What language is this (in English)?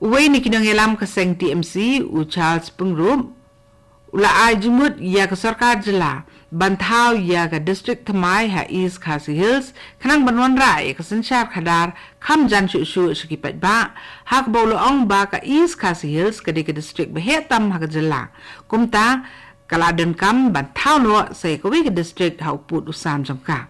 Khasi